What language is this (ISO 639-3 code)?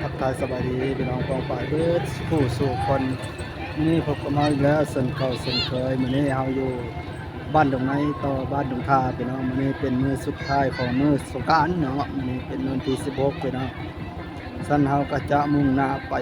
tts